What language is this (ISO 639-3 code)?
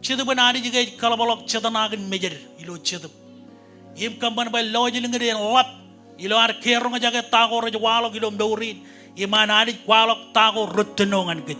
mah